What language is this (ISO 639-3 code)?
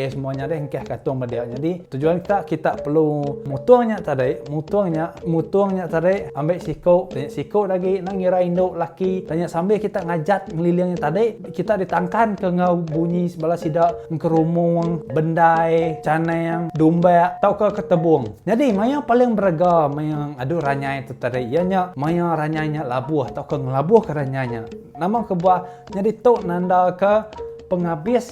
iba